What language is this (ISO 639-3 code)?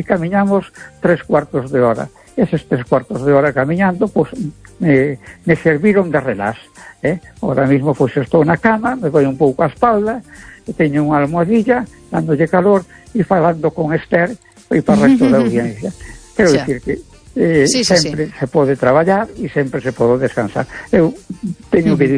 glg